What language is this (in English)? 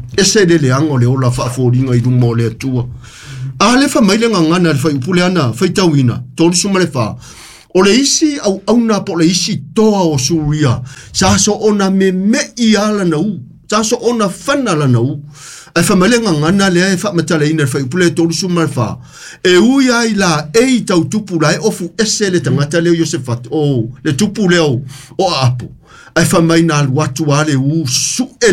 Samoan